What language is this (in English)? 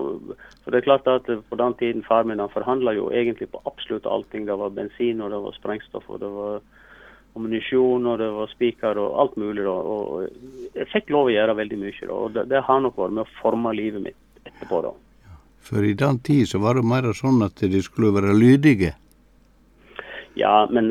Norwegian